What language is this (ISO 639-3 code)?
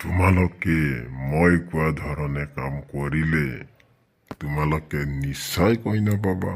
asm